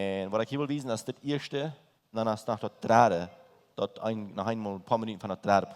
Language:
Plautdietsch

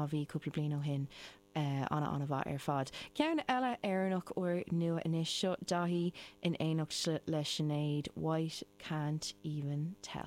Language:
Irish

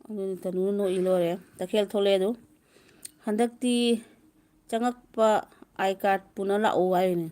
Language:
Manipuri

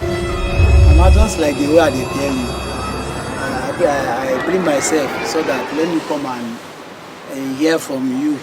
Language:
Nigerian Pidgin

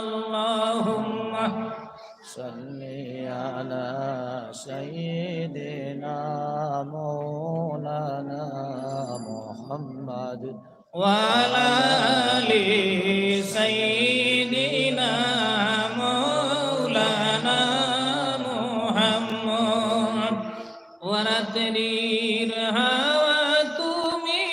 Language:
Sylheti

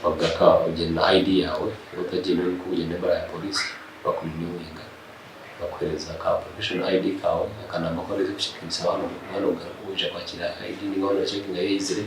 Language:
Nyankole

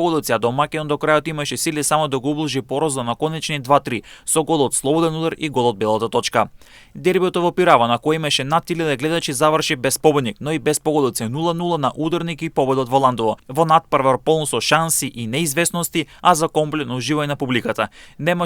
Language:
Macedonian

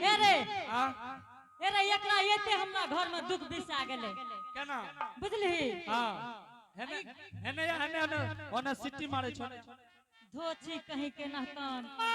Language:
Angika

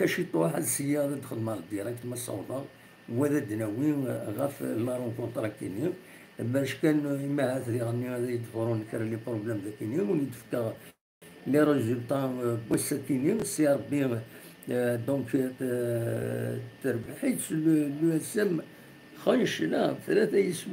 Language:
Kabyle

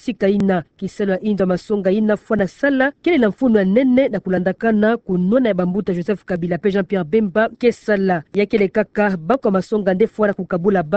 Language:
Kituba (Democratic Republic of Congo)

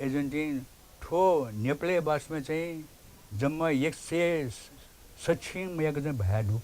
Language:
Newari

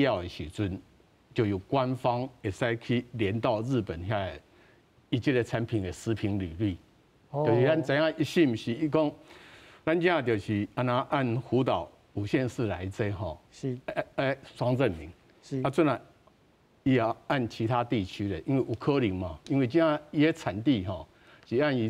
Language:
Min Nan Chinese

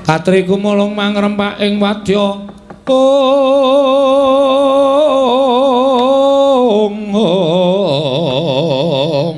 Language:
Javanese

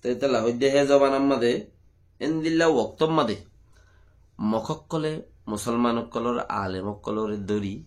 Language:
Rohingya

